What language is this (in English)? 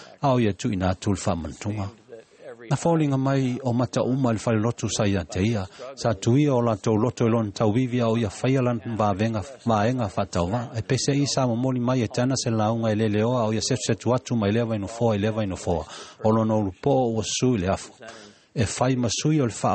Samoan